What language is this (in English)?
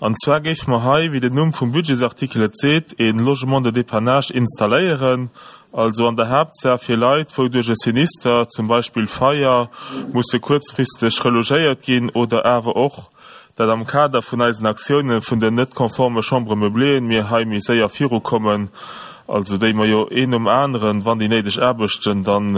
Luxembourgish